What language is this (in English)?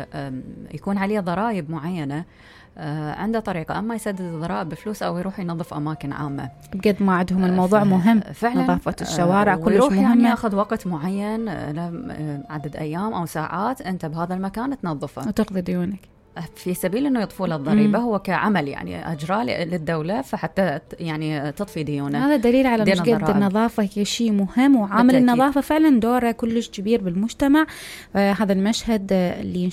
Mesopotamian Arabic